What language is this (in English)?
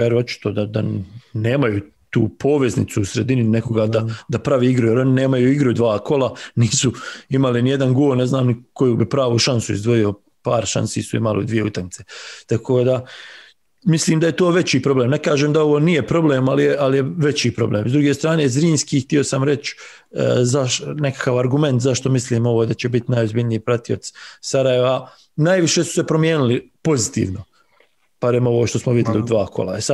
Bosnian